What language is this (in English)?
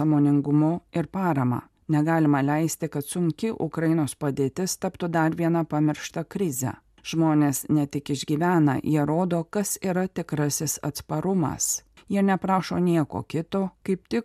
Lithuanian